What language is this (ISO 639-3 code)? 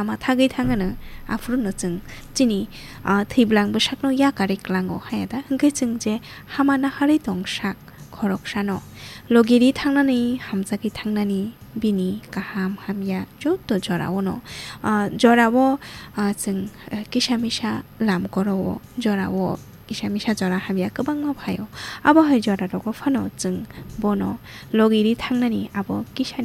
trp